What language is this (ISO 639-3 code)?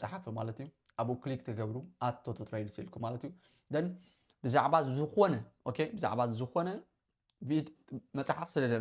tir